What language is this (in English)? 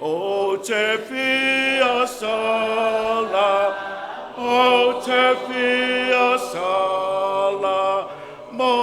Samoan